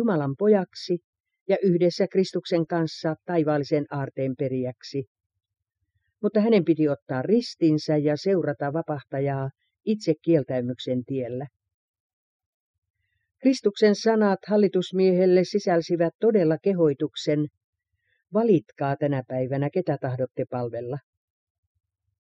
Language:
Finnish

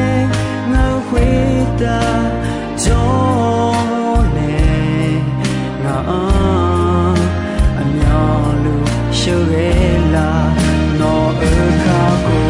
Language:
Akha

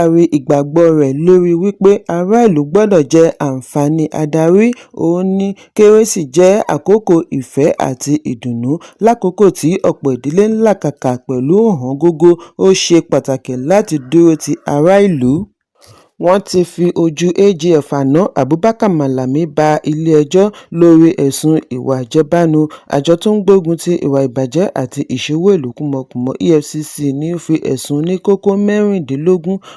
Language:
Yoruba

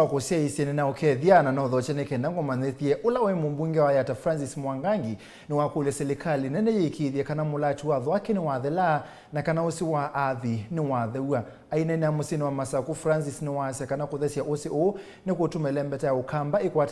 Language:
Kamba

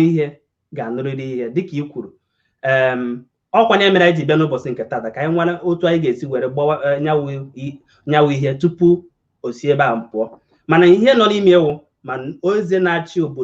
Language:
Igbo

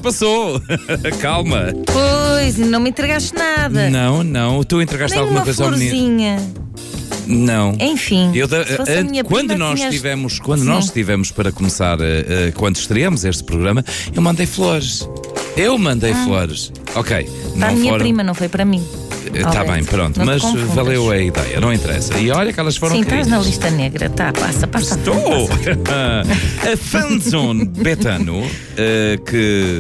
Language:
Portuguese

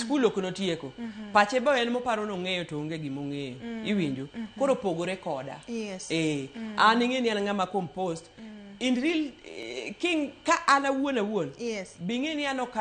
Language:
Luo (Kenya and Tanzania)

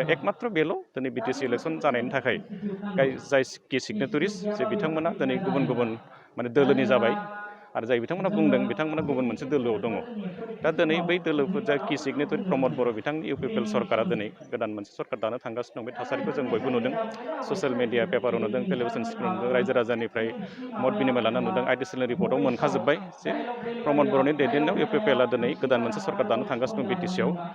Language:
Bodo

